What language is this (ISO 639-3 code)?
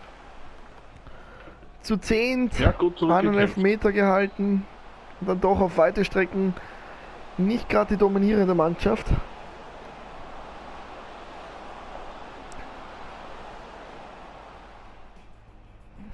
deu